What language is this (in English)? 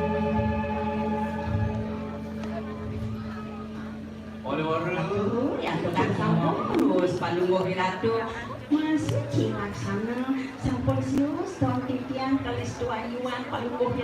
Balinese